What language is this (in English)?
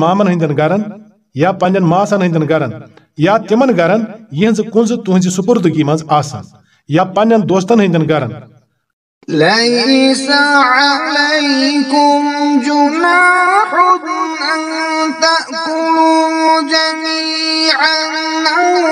Kashmiri